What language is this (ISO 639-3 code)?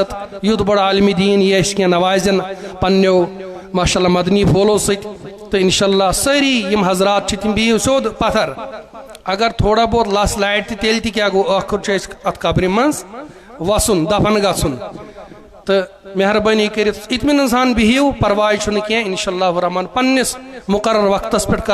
kas